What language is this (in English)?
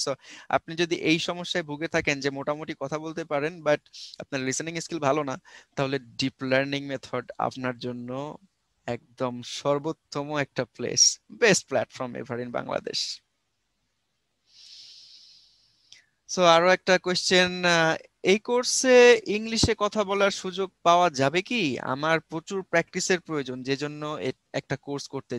Bangla